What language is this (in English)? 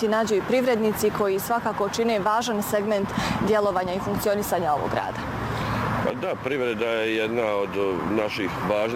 Bosnian